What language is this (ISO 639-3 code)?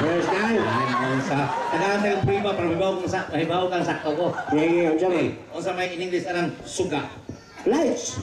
ceb